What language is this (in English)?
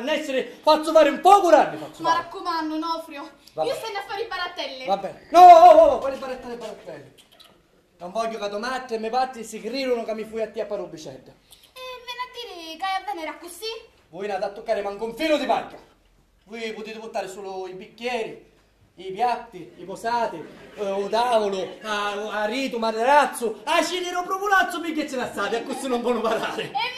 Sicilian